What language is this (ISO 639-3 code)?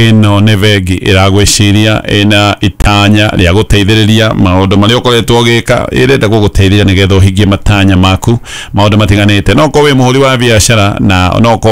kik